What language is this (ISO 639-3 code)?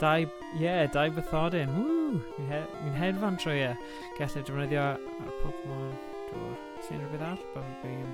cym